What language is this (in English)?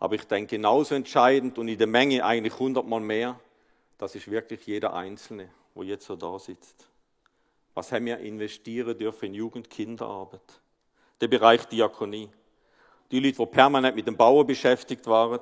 Swiss German